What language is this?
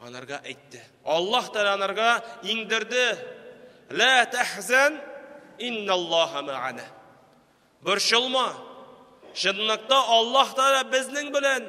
Tatar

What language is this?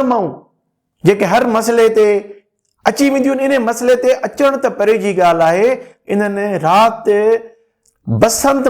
Sindhi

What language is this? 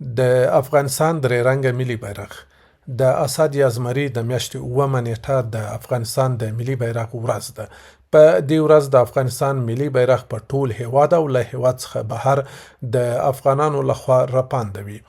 Pashto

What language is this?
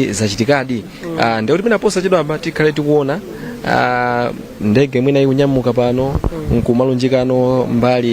Nyanja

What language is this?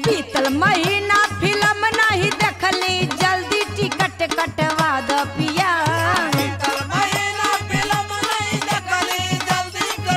Bhojpuri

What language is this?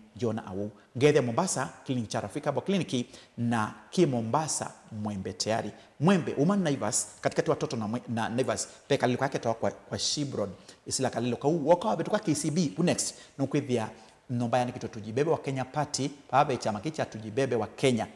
Kamba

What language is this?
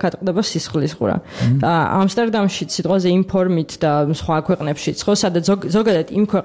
Georgian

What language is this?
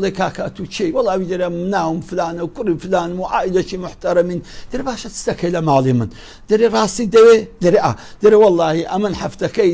Central Kurdish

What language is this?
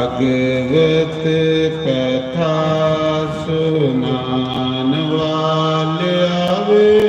Dogri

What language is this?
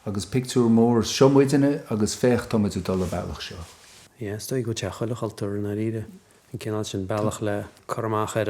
Irish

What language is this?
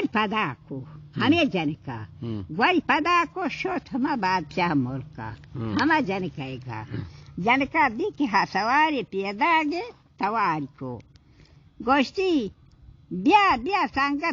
Baluchi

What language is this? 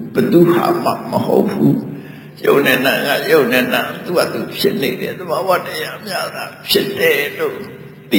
Burmese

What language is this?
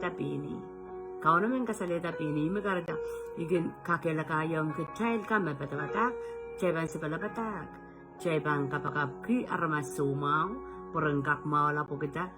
Pohnpeian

